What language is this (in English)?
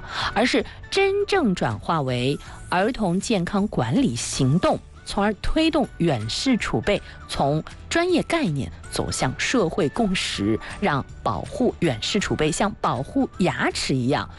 Chinese